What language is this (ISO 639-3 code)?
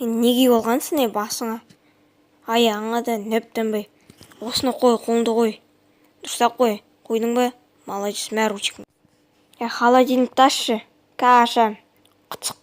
kaz